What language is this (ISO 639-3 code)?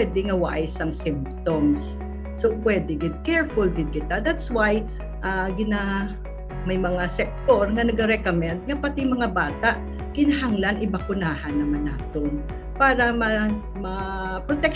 hil